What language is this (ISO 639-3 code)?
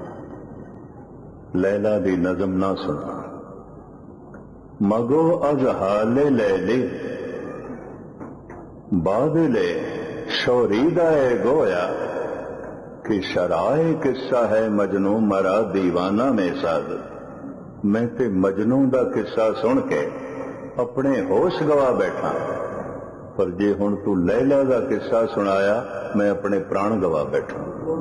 pan